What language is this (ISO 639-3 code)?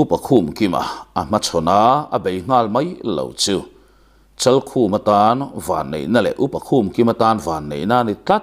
lus